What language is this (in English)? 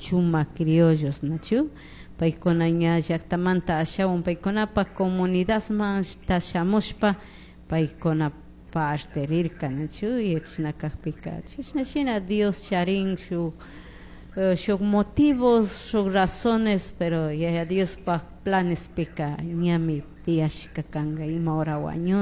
Chimborazo Highland Quichua